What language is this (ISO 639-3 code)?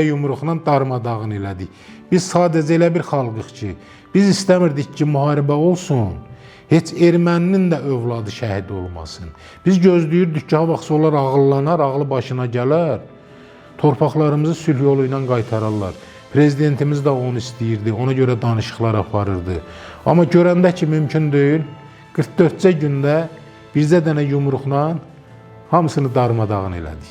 aze